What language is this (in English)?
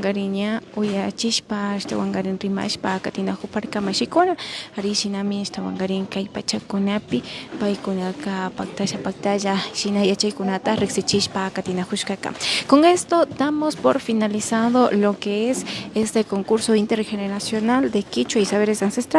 Imbabura Highland Quichua